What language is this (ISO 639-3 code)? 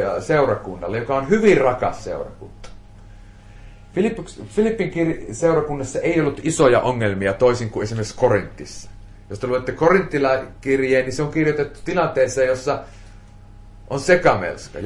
fin